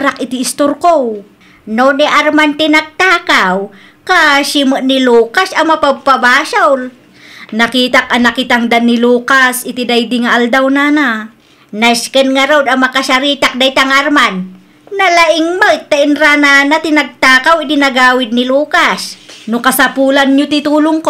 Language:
Iloko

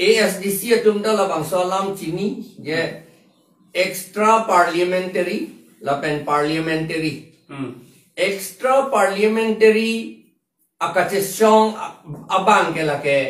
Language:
Karbi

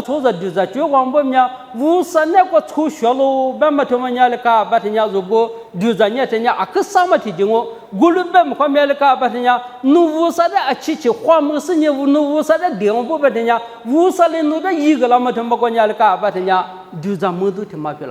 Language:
Lisu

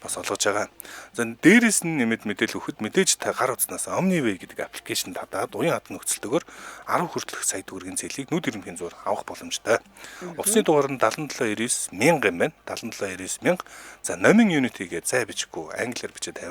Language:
Mongolian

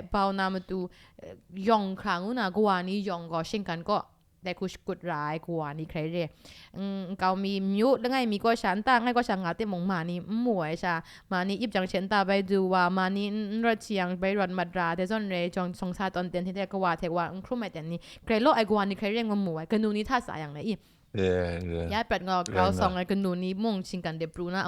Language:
Kachin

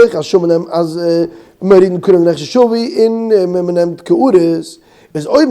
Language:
Yiddish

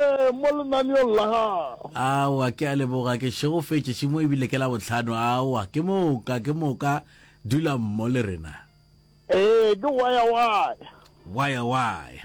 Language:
Northern Sotho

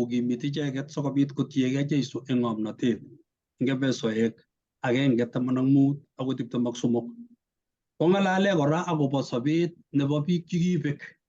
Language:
Kalenjin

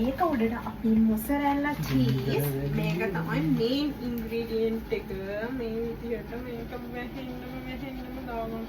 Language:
Sinhala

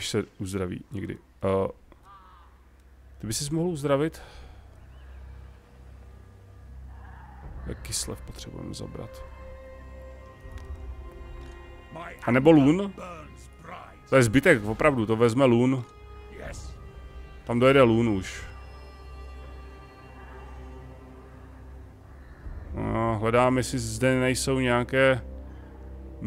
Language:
Czech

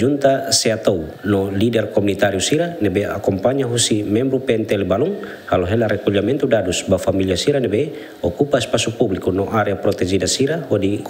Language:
Tetum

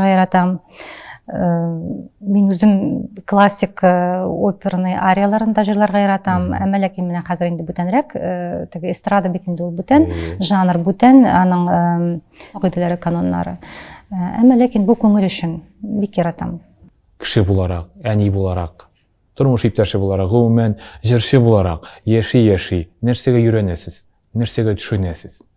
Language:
Tatar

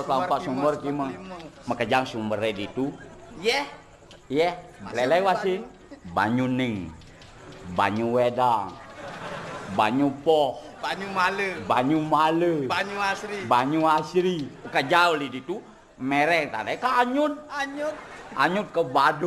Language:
Balinese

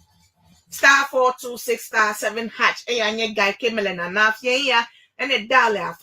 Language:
Ewe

